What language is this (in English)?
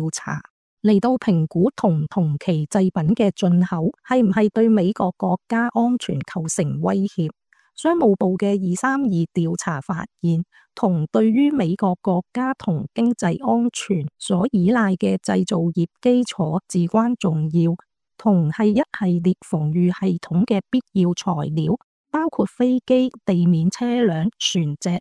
Cantonese